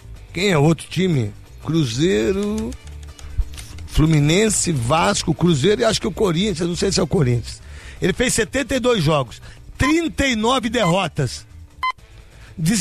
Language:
Portuguese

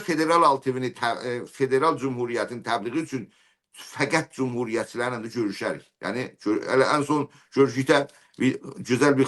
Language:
South Azerbaijani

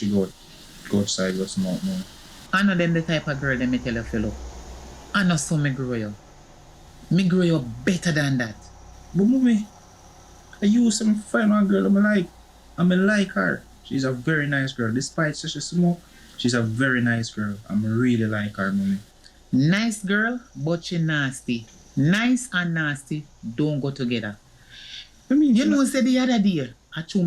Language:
Jamaican Creole English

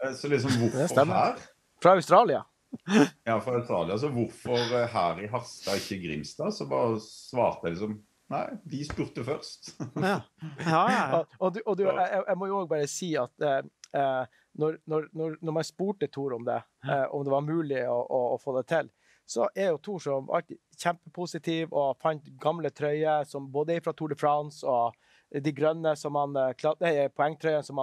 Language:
Norwegian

